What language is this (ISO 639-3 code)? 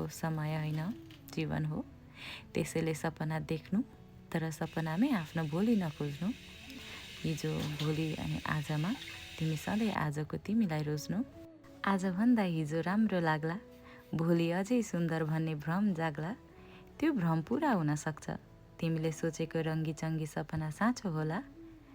nep